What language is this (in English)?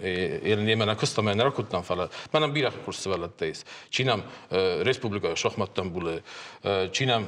Ossetic